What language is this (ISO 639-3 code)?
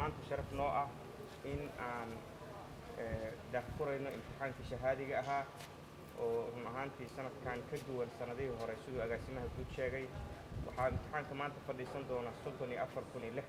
som